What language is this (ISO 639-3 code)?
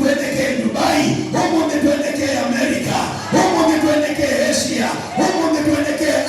kam